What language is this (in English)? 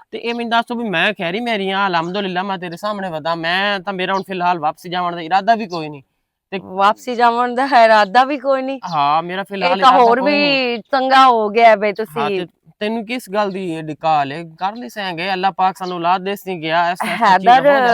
Western Panjabi